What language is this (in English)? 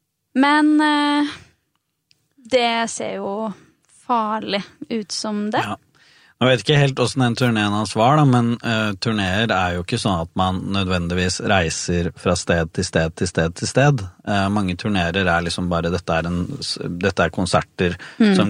Norwegian